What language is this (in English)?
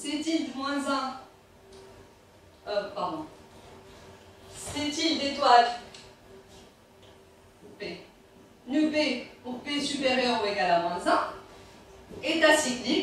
French